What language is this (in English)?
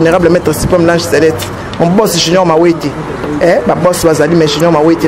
Lingala